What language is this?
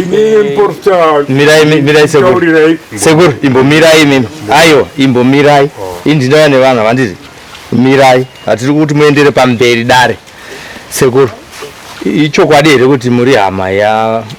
Shona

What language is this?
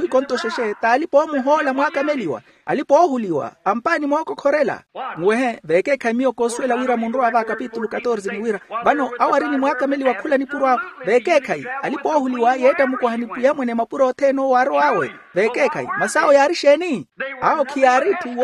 Makhuwa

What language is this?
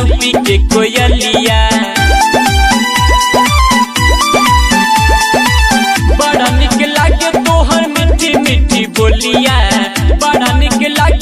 Bhojpuri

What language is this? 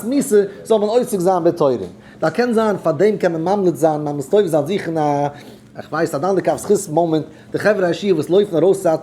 Yiddish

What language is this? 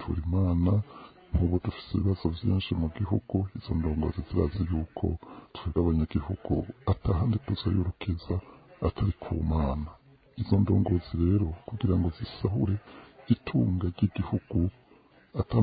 Rundi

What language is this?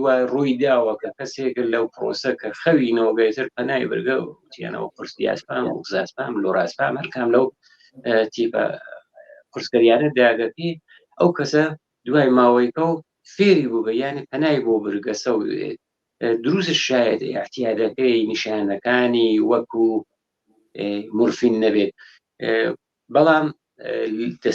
Central Kurdish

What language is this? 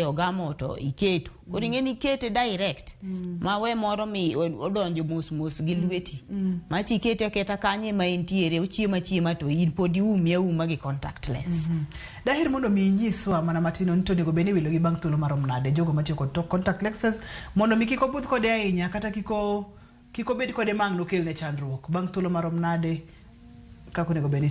Luo (Kenya and Tanzania)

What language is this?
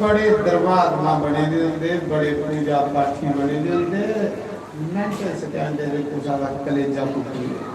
Dogri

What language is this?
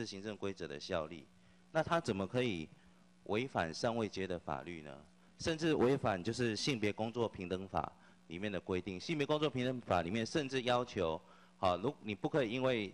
Chinese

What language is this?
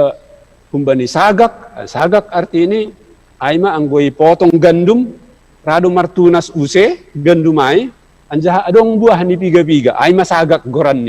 Batak Simalungun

